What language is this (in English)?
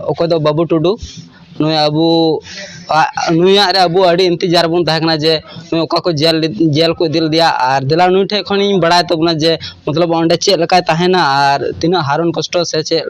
Santali